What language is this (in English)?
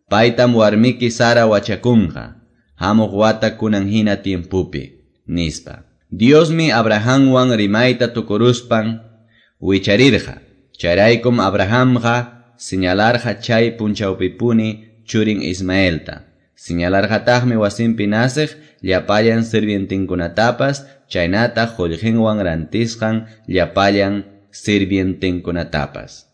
Quechua